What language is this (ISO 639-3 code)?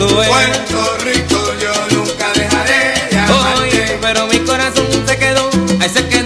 spa